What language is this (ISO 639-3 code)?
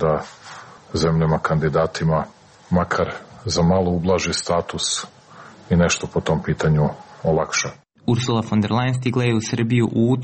srp